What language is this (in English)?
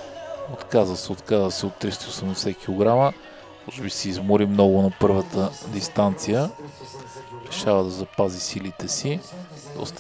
Bulgarian